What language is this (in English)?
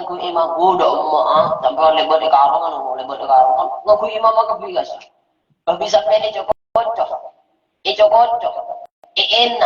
Madurese